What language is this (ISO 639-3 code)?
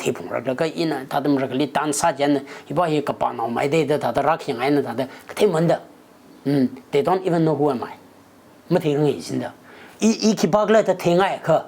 nmf